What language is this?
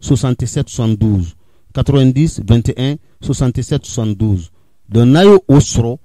Bambara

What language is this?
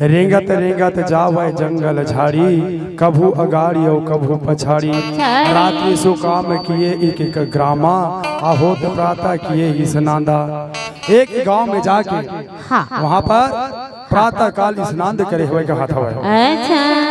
Chhattisgarhi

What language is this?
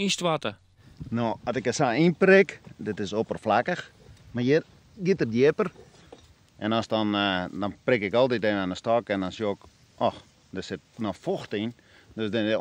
Western Frisian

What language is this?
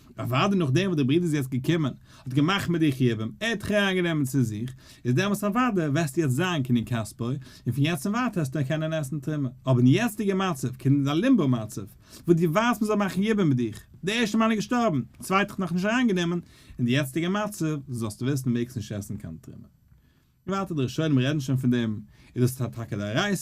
Yiddish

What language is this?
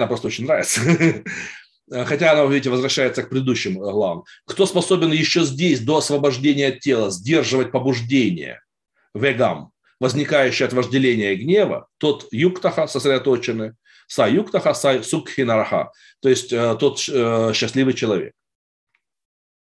Russian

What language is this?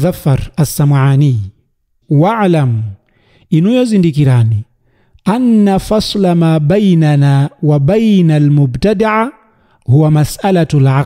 Nyanja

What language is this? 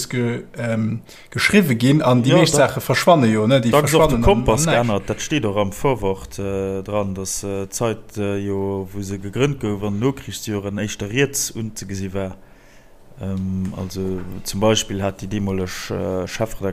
Luxembourgish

